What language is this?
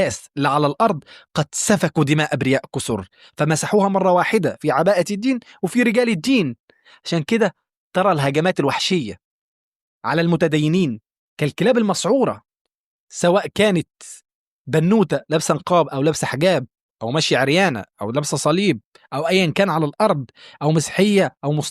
Egyptian Arabic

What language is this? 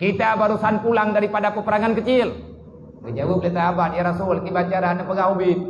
Achinese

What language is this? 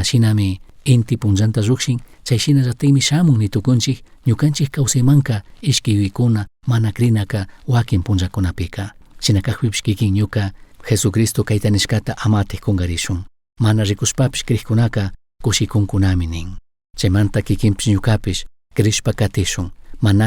Chimborazo Highland Quichua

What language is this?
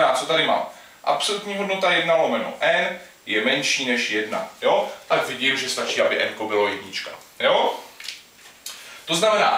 Czech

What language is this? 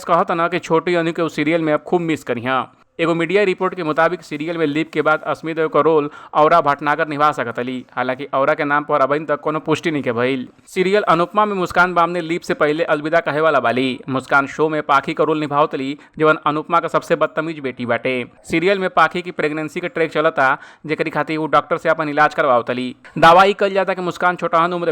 Bhojpuri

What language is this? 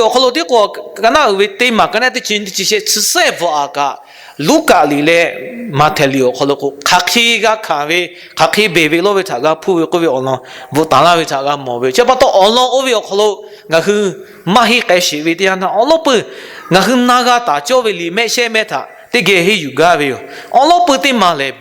Lahu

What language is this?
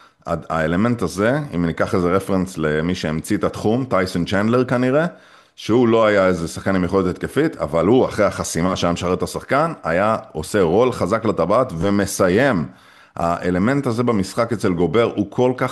Hebrew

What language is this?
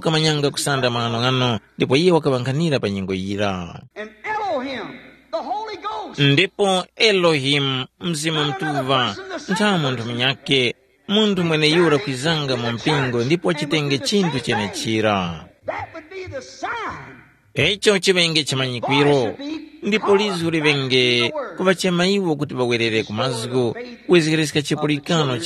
Tumbuka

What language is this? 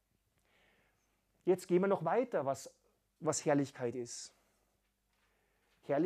German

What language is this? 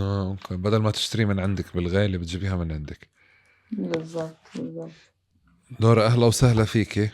North Levantine Arabic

